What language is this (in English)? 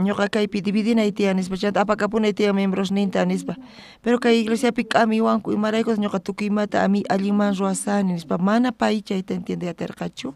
South Bolivian Quechua